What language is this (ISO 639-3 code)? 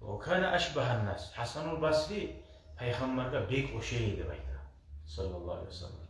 kum